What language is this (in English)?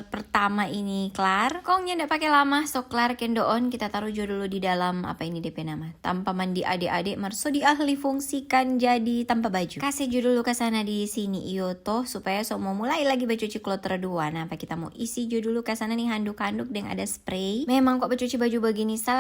Manado Malay